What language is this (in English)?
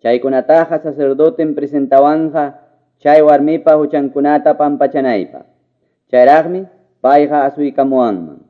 Quechua